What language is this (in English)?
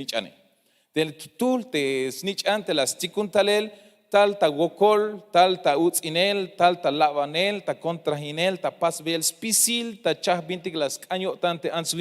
Tzeltal